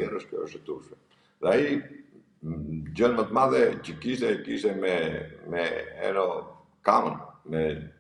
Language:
Albanian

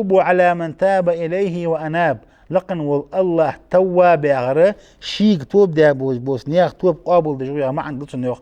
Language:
Ingush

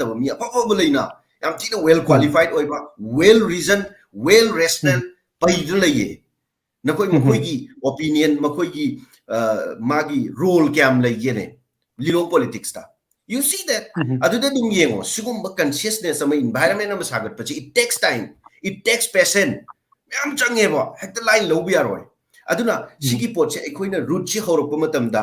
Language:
Manipuri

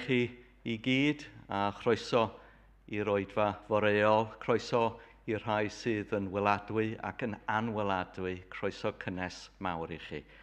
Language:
Welsh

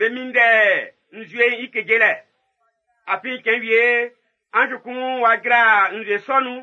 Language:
Baoulé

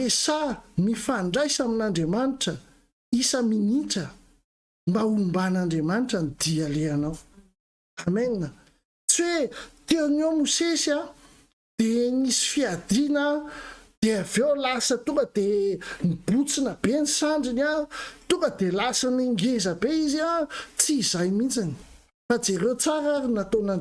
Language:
Malagasy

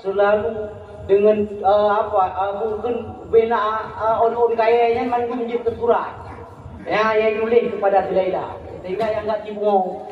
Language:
Achinese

